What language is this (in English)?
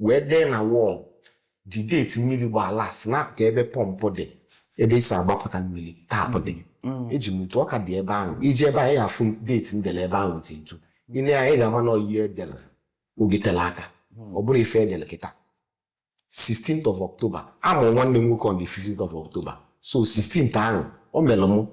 Igbo